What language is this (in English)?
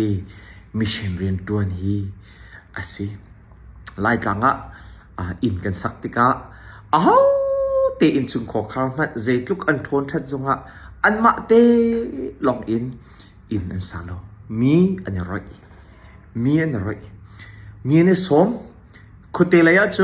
Hakha Chin